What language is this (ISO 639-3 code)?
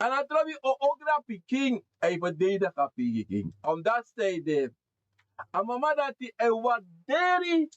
srn